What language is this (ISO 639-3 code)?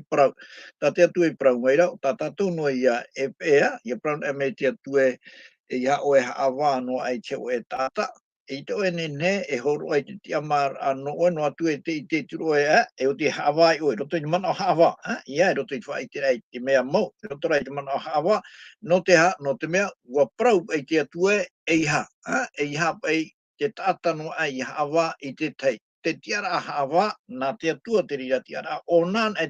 tah